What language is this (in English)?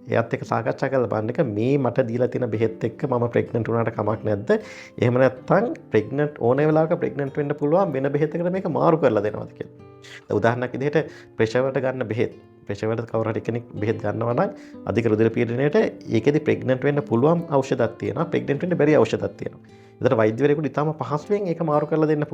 Sinhala